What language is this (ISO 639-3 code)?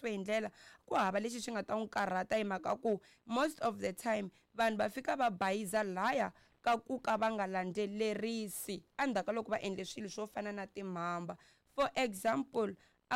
tso